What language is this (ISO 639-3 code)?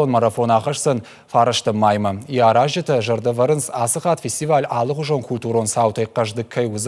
oss